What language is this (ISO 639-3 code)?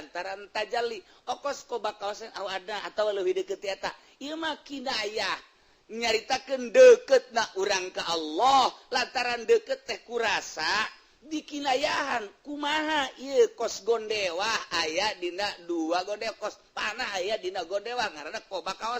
sun